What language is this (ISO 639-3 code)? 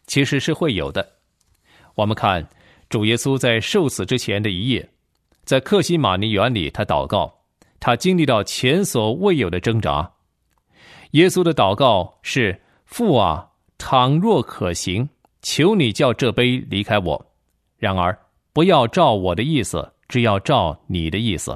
zho